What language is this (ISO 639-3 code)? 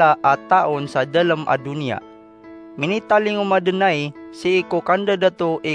mrw